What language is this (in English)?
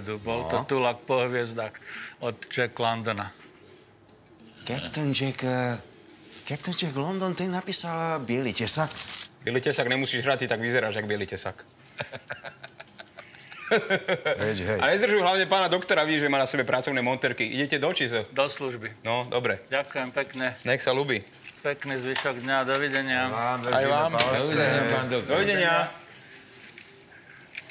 Slovak